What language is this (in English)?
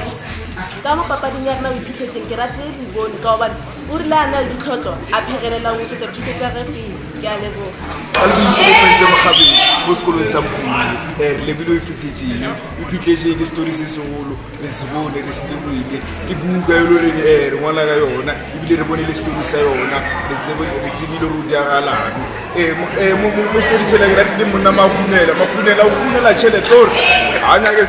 Tswana